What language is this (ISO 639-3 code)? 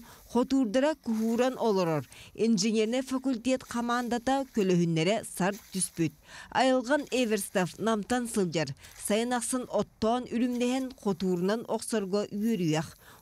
sah